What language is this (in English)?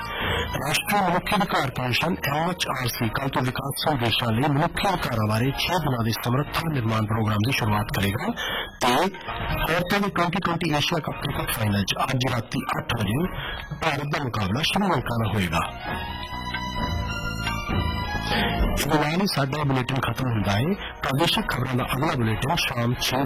Punjabi